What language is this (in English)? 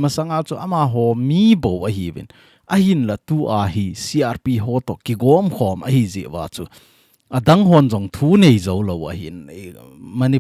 Thado Chin